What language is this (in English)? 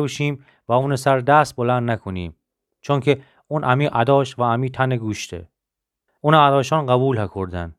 Gilaki